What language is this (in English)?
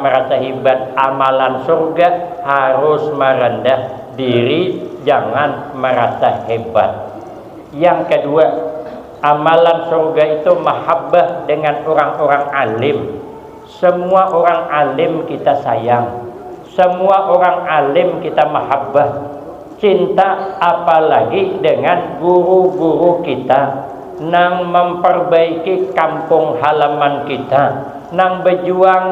Banjar